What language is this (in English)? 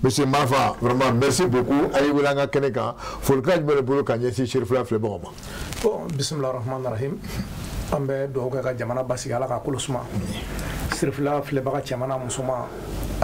Bambara